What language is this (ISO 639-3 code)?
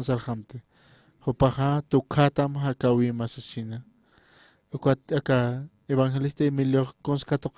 aym